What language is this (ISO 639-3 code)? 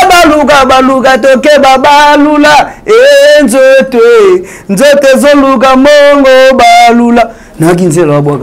lin